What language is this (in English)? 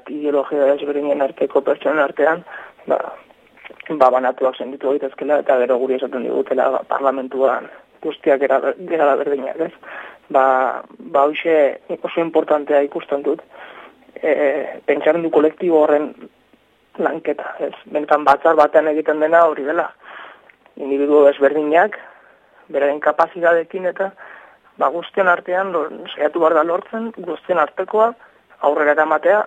Basque